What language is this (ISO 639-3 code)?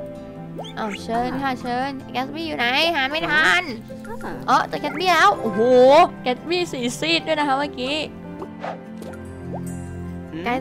tha